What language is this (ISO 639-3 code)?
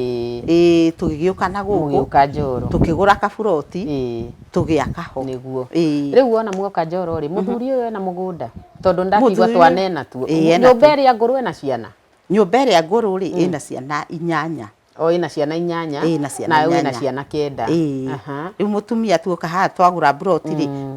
kik